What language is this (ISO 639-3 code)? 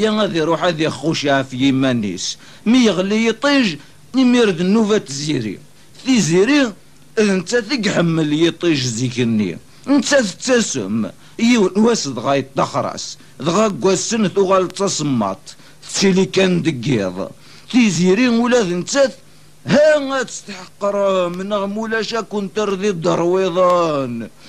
kab